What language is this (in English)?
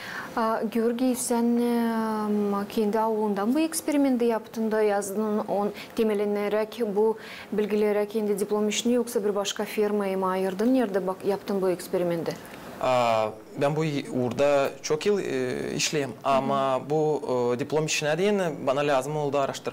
Gagauz